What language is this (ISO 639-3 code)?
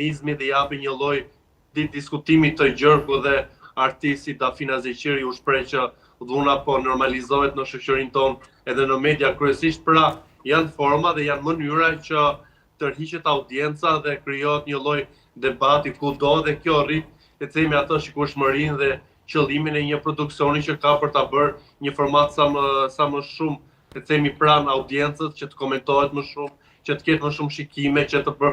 sqi